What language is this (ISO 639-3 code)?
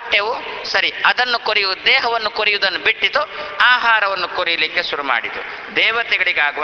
kan